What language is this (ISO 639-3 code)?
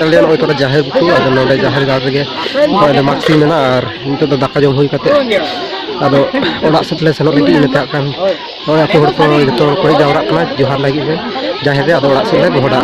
sat